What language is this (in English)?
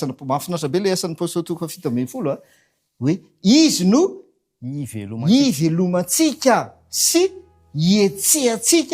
Malagasy